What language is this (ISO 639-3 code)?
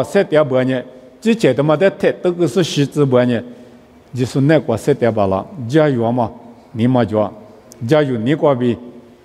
lis